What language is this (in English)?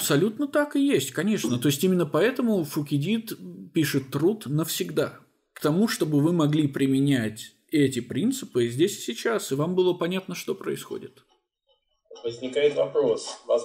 Russian